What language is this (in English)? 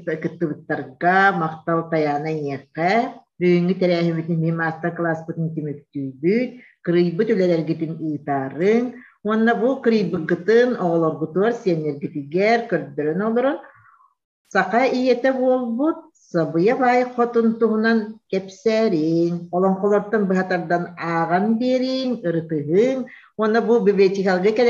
Yakut